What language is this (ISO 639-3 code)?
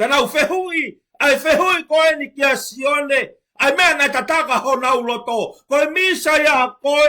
ton